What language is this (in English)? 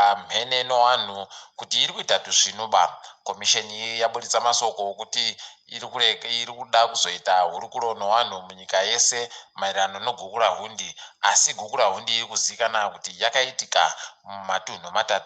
Ndau